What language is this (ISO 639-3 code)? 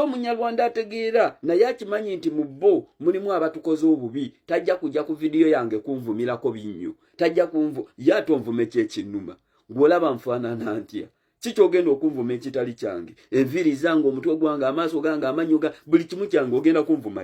lug